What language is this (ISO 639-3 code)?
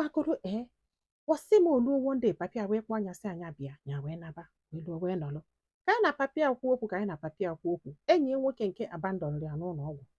ibo